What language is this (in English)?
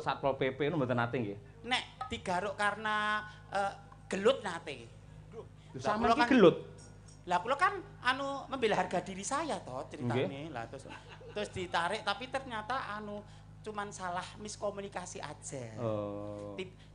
Javanese